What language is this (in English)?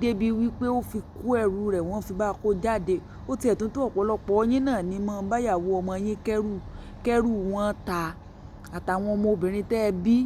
Yoruba